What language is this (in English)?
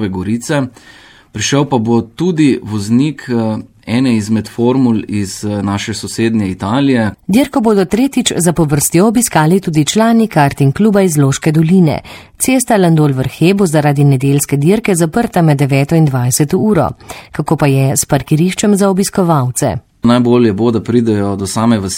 Slovenian